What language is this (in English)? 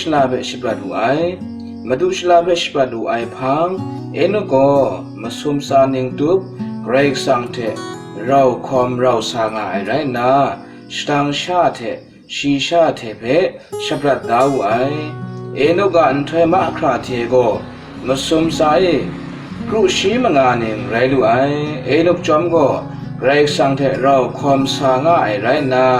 Kachin